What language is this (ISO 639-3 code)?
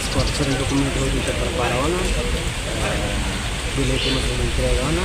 tet